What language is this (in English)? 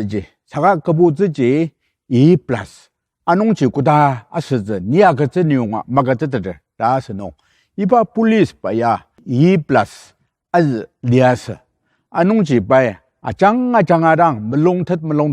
Ao Naga